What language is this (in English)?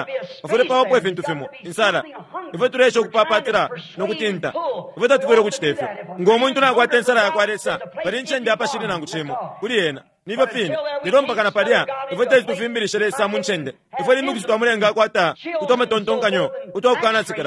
Bemba